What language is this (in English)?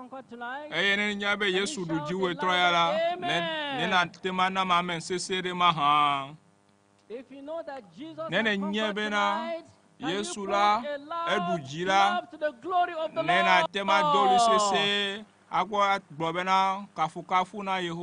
Ewe